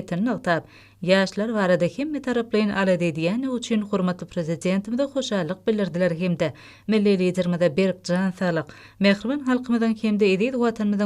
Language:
Turkmen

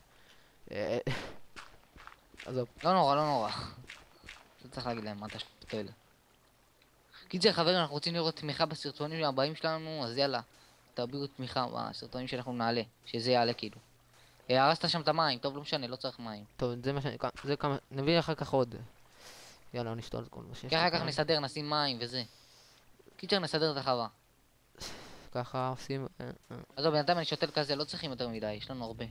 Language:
Hebrew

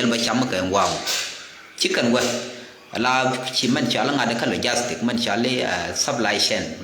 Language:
Nuer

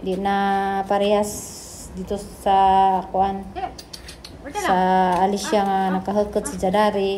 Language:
Cebuano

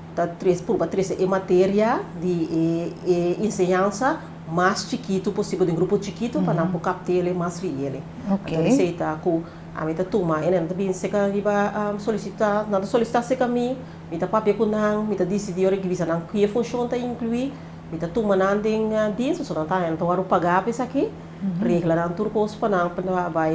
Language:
Papiamento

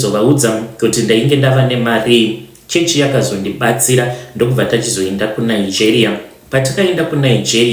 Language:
Shona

